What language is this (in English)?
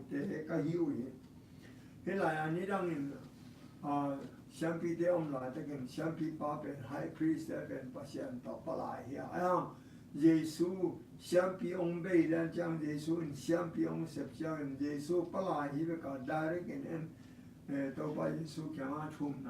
Tedim Chin